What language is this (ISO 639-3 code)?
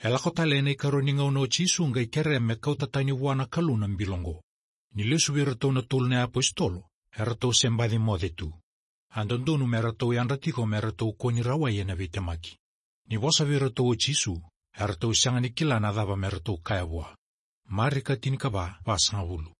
fij